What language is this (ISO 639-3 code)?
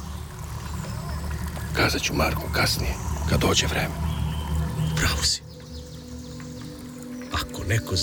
srp